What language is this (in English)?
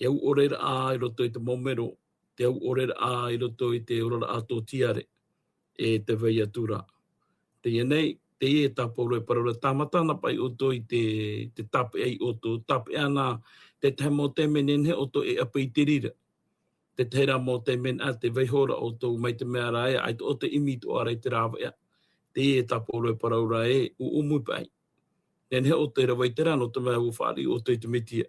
Tahitian